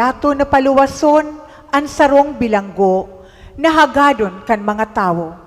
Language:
Bikol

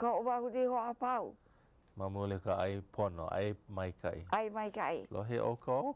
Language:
Hawaiian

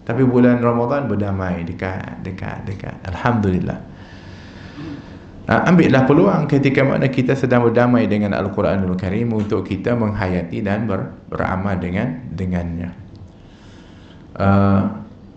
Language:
Malay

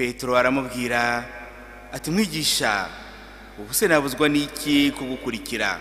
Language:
Kinyarwanda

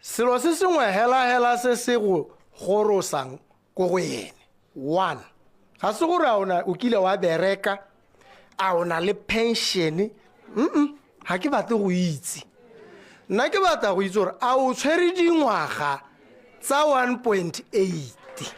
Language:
Tswana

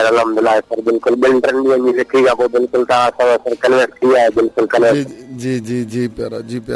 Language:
Sindhi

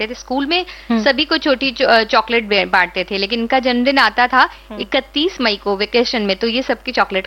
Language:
Hindi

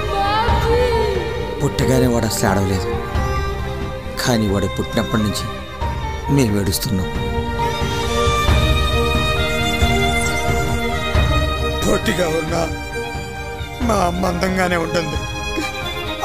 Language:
Telugu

